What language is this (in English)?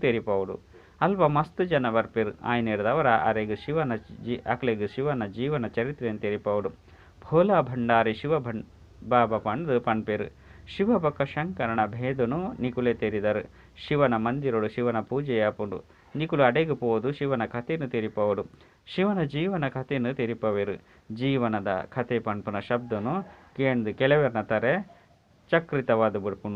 Tulu